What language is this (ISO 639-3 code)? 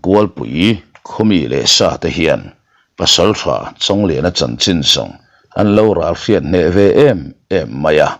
lus